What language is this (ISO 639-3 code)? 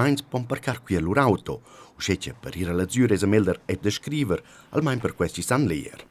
roh